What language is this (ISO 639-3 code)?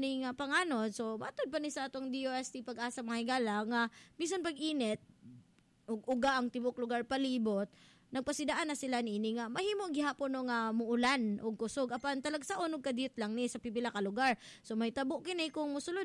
ceb